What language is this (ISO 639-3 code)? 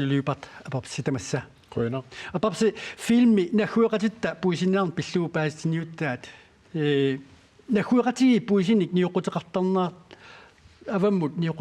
kal